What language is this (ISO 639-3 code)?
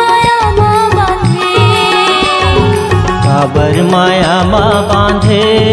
hne